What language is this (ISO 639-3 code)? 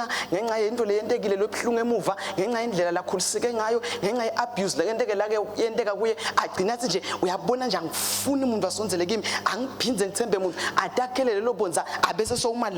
ssw